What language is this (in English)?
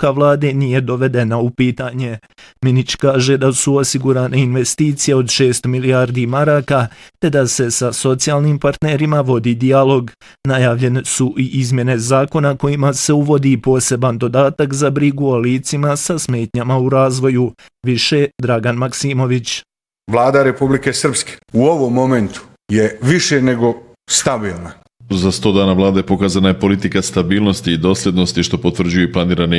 Bosnian